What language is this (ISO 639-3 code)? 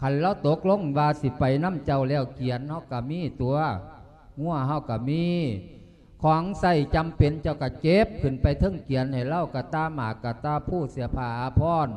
lao